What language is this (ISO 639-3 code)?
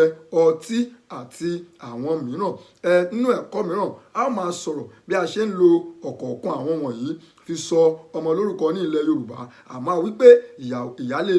yor